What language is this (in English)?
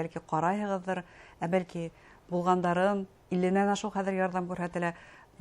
Bashkir